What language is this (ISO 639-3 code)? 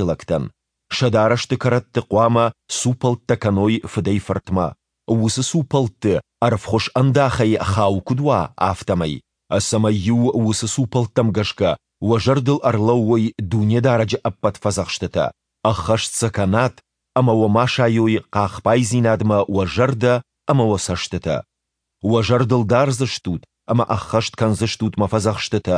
oss